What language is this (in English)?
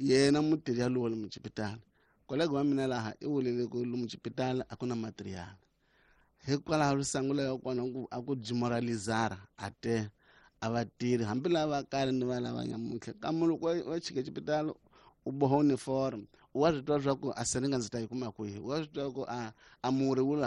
Tsonga